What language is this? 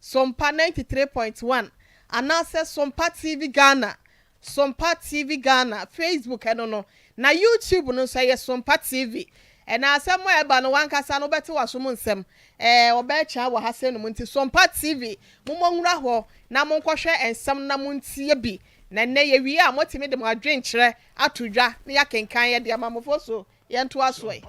Akan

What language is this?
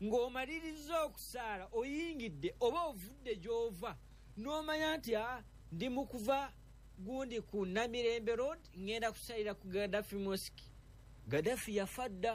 Ganda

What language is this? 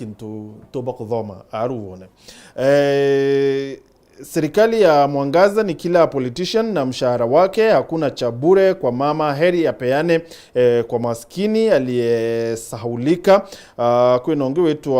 Meru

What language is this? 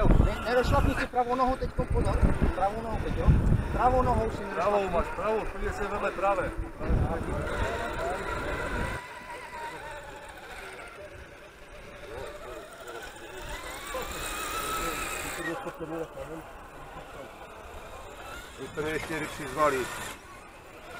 Czech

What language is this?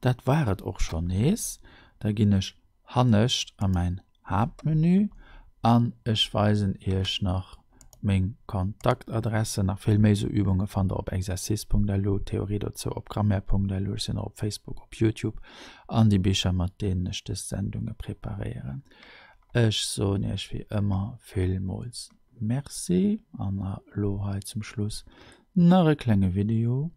Luxembourgish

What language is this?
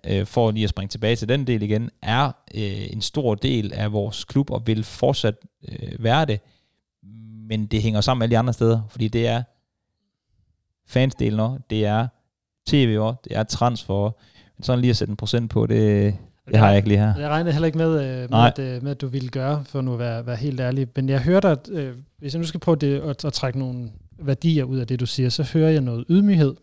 Danish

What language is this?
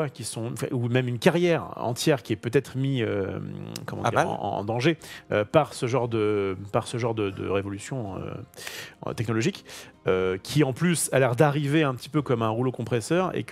French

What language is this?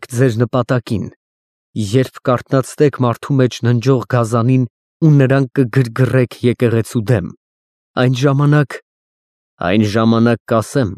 Armenian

